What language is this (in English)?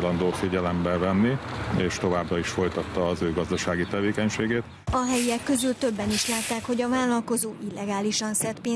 Hungarian